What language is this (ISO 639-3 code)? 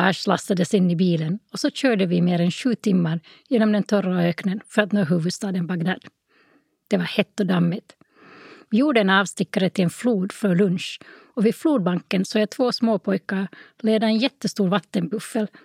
swe